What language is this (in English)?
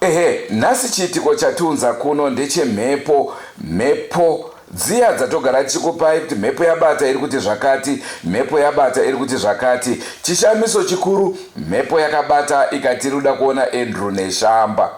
Shona